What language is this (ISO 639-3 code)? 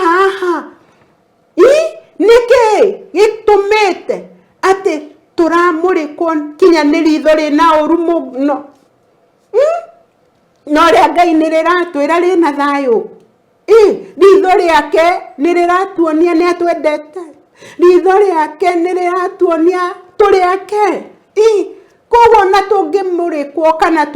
kik